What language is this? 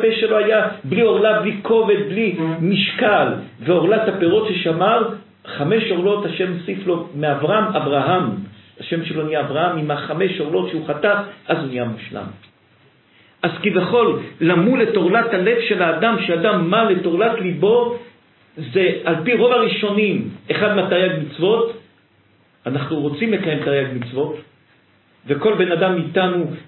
Hebrew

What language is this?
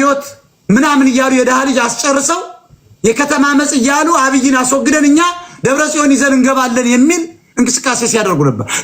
Amharic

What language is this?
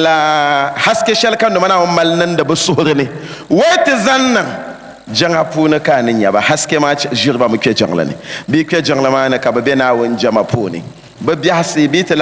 Dagbani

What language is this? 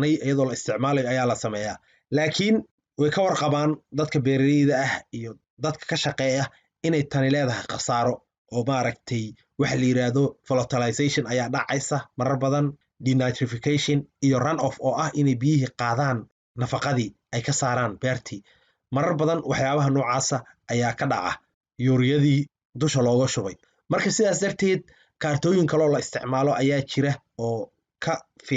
Somali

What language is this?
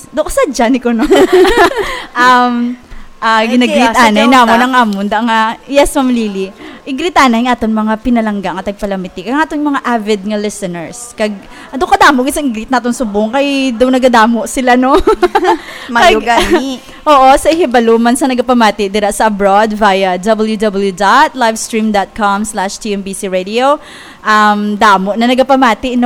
Hiligaynon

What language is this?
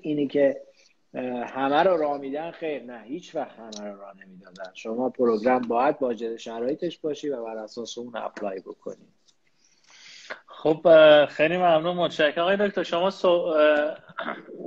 Persian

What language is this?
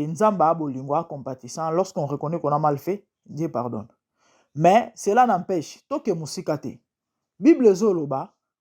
Lingala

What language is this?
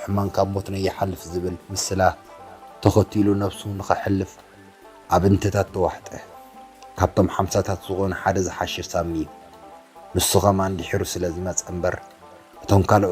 Tigrinya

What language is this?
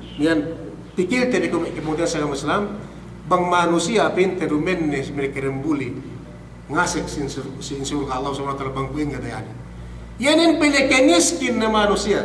Yakan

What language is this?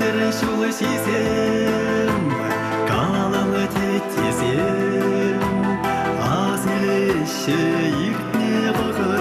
Chuvash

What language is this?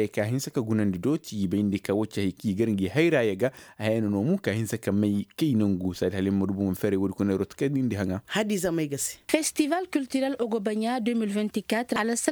Koyraboro Senni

